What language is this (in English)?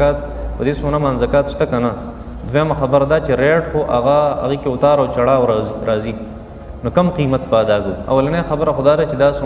Pashto